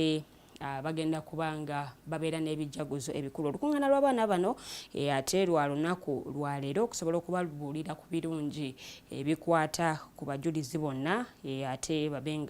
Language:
Ganda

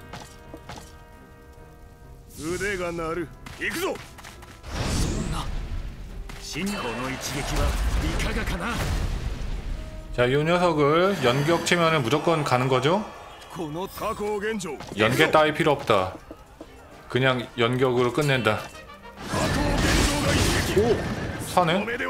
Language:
Korean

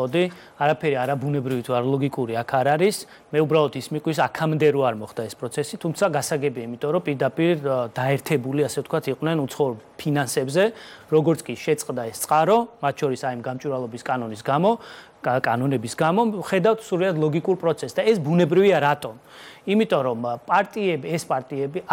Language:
Georgian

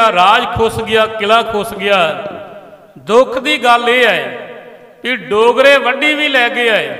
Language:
Punjabi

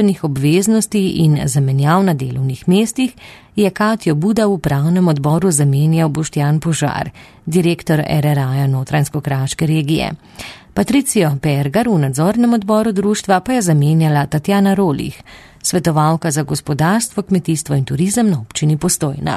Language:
Slovenian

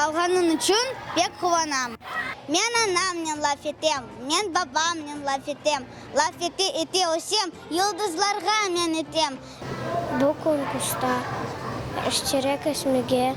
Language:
Crimean Tatar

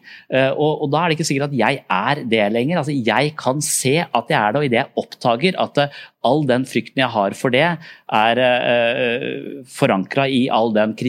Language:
Norwegian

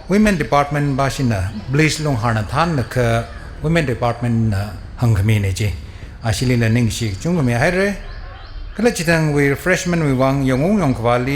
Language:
Tangkhul Naga (India)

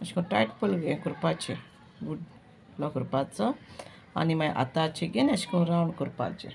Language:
Konkani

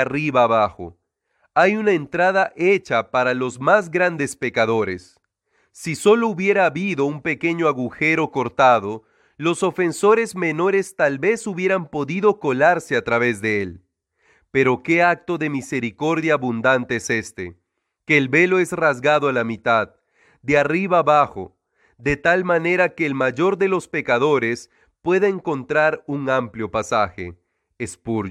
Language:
Spanish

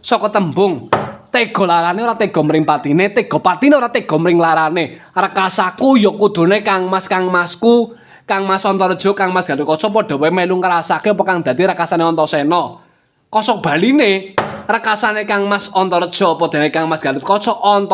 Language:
Javanese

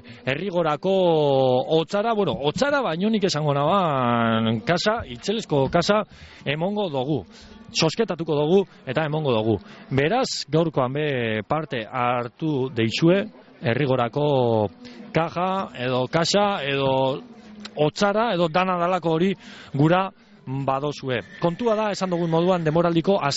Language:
Basque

